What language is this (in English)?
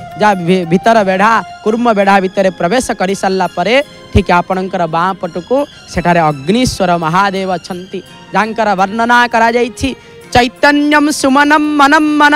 Odia